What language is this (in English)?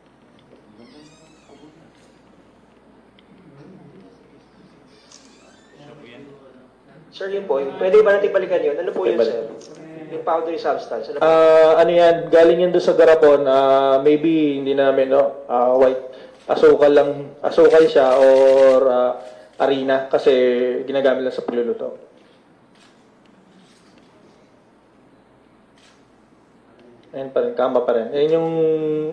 Filipino